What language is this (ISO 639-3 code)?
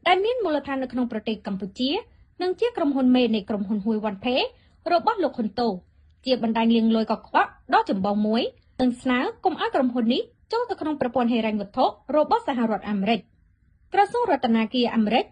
khm